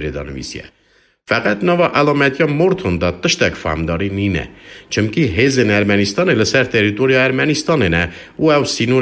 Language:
Kurdish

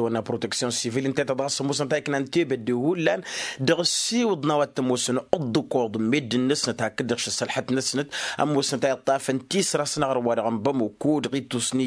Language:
Tamasheq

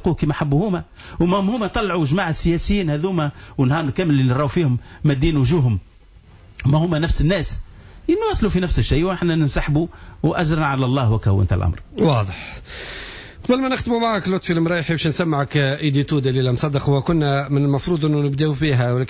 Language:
Tunisian Arabic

